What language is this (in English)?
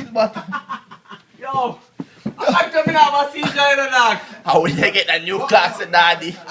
Jamaican Creole English